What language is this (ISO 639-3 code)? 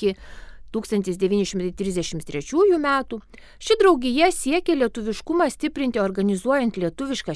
lit